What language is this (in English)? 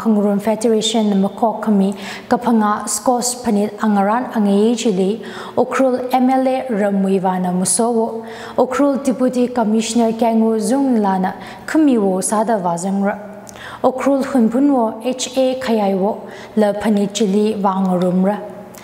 Tangkhul Naga (India)